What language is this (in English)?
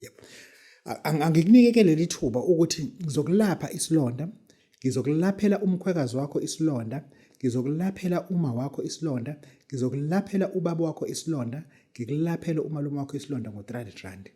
Zulu